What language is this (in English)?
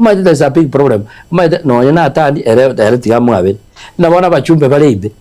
Gusii